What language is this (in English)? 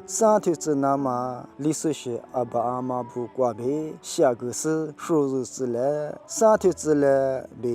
Lisu